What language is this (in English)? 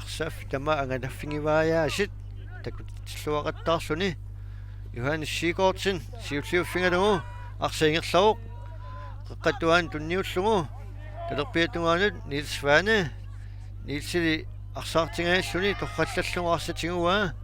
Kalaallisut